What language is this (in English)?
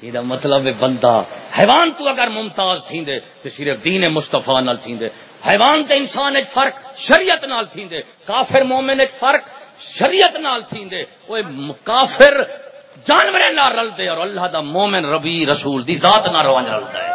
Saraiki